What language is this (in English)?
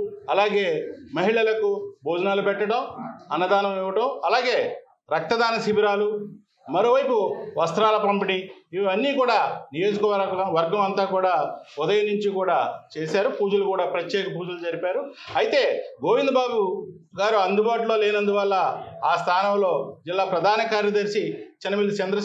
Telugu